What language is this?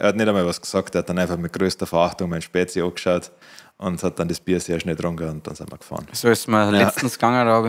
Bavarian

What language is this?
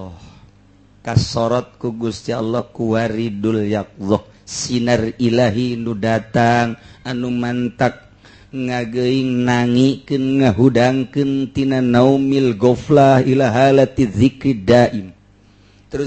Sundanese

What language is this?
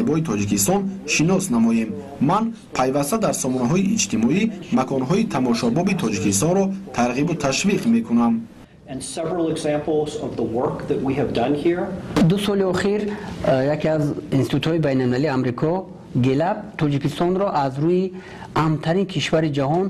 Tajik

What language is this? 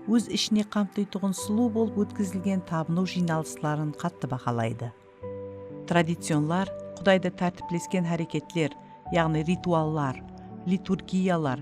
Kara-Kalpak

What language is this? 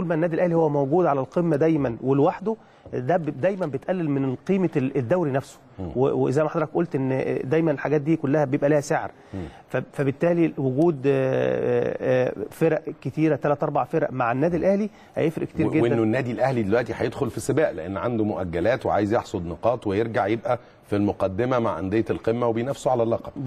Egyptian Arabic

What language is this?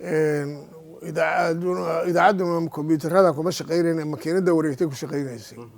Somali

